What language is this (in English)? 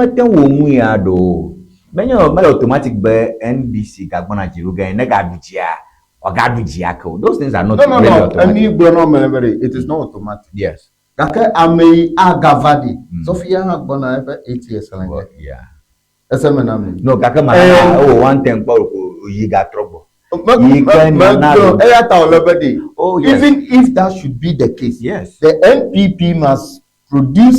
Ewe